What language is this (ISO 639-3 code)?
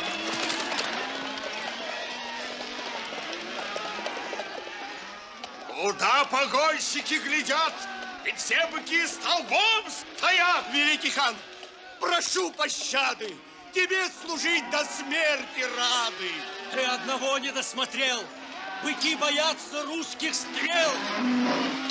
rus